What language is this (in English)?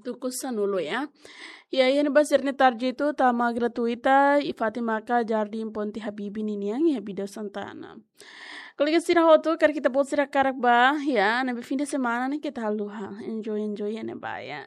Tetum